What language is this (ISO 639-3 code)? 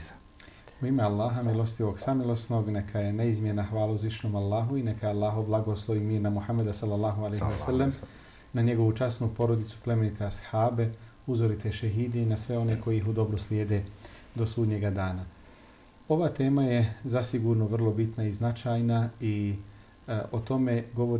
bos